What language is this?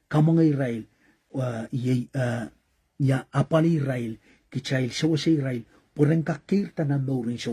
Pohnpeian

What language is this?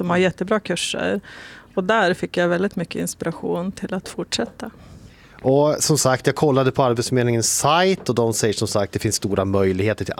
Swedish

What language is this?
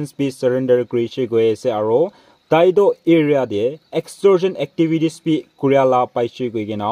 Naga Pidgin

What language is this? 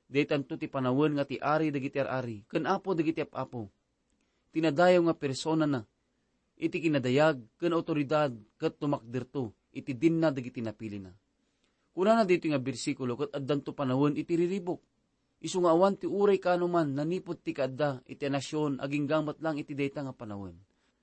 Iloko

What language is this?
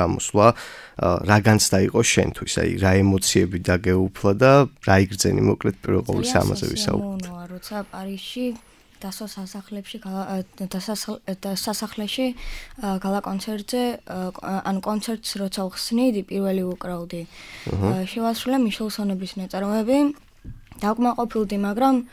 Georgian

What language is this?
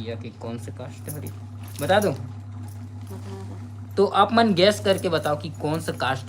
Chhattisgarhi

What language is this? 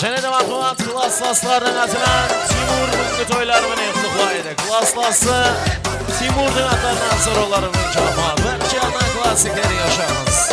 Kara-Kalpak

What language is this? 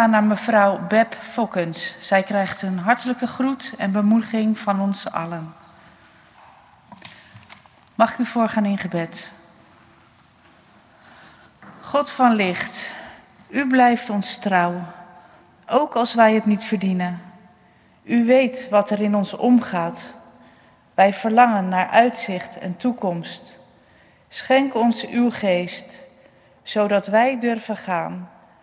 Dutch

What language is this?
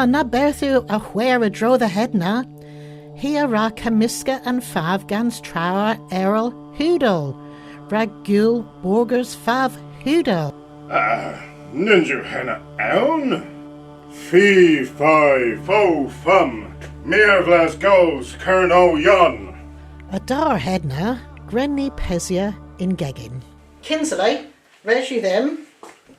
Cornish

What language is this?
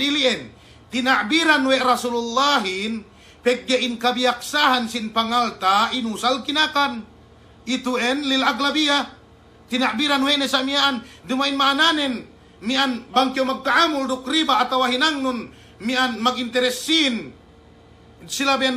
Yakan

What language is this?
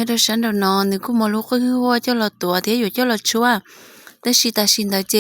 Hmong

